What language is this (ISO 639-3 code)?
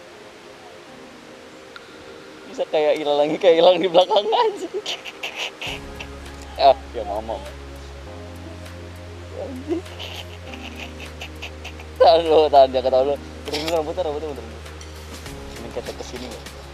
ind